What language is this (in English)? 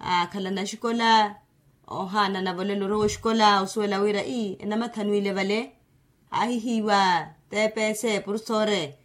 Makhuwa